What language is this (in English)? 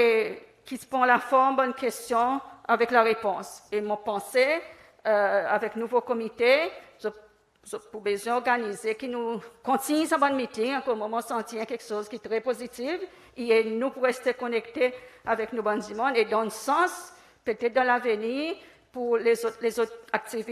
Seselwa Creole French